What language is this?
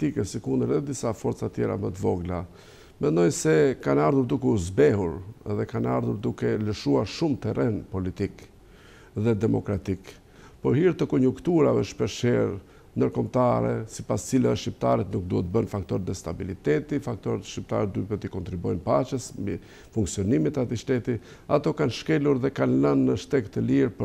Albanian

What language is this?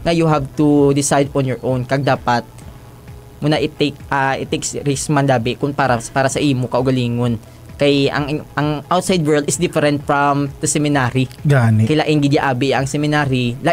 Hiligaynon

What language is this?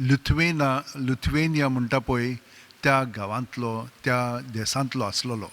Konkani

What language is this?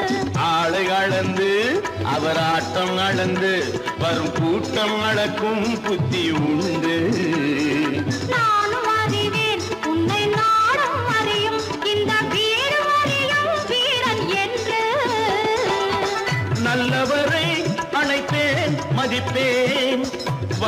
Tamil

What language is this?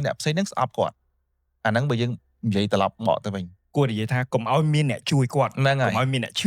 Khmer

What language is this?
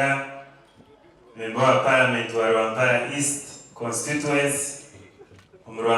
Nyankole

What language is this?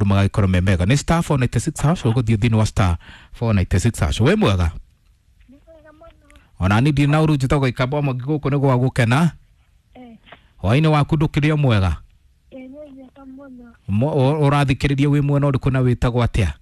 Kikuyu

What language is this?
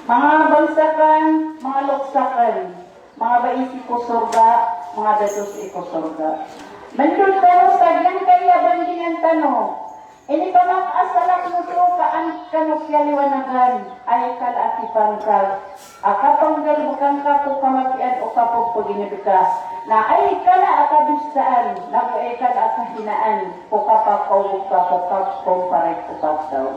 Maranao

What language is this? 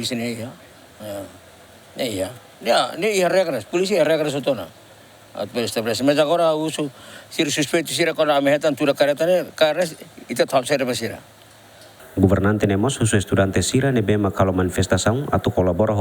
Tetum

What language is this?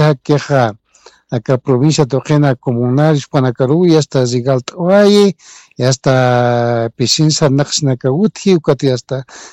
Aymara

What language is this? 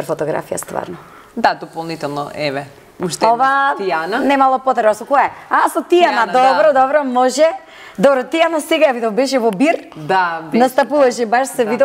Macedonian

